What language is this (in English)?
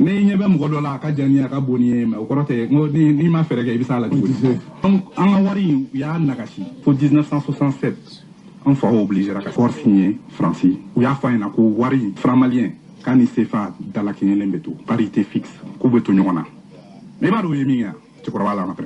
Bambara